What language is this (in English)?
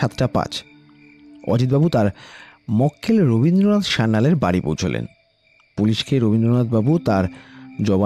Bangla